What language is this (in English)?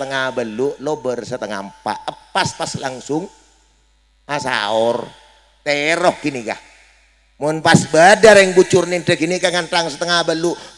Madurese